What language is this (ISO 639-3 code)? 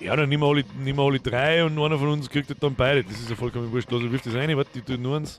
bar